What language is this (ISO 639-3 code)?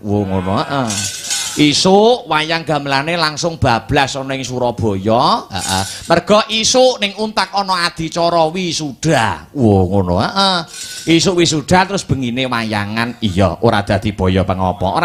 jav